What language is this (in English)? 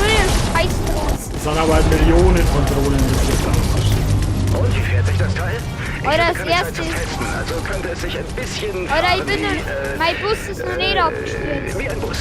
Bavarian